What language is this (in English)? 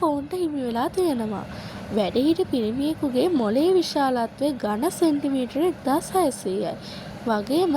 Sinhala